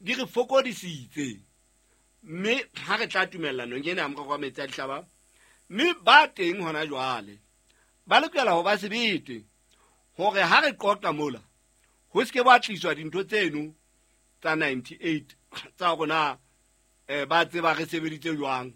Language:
Southern Sotho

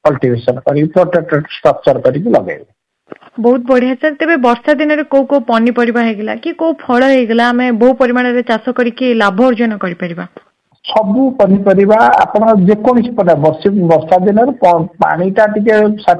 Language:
Odia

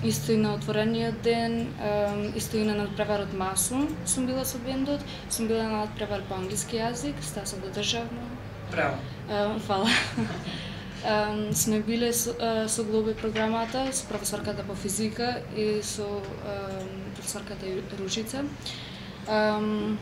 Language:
Macedonian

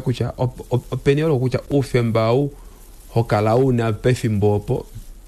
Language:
Kuanyama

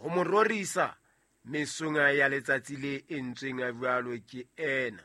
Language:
Southern Sotho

